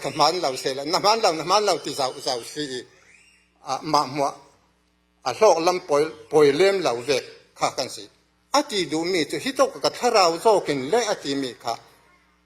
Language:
Falam Chin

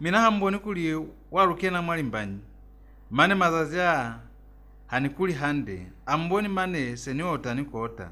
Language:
Lozi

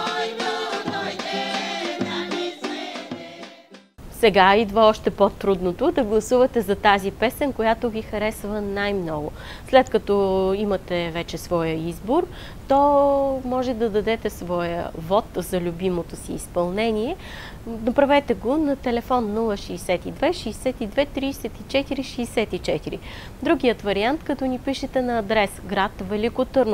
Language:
Bulgarian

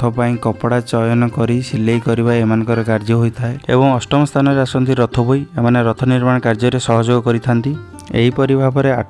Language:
Odia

